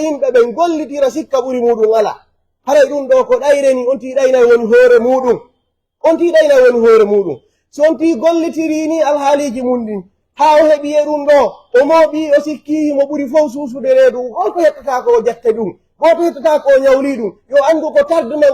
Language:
Pular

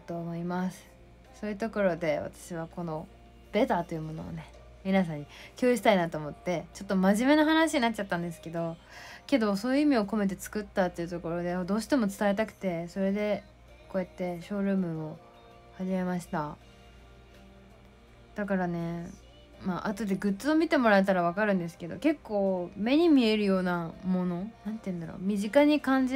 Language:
Japanese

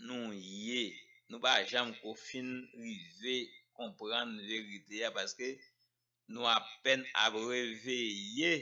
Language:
Haitian Creole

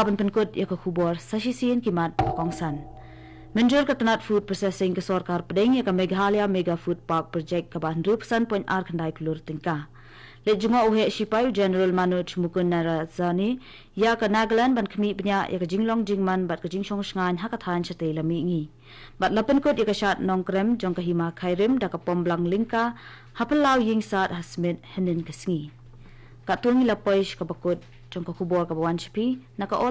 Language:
Khasi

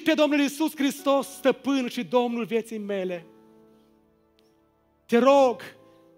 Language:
Romanian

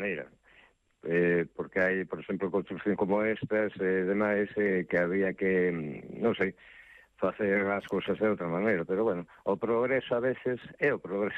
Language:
Galician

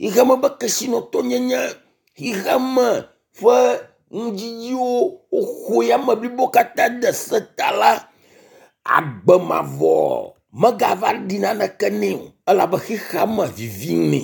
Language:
Ewe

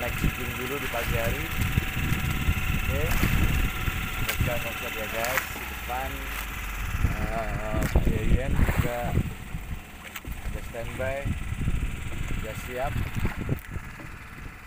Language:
Indonesian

